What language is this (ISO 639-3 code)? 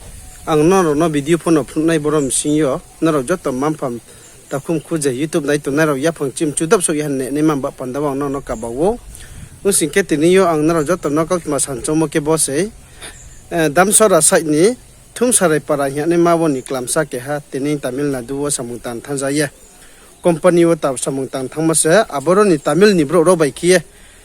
ria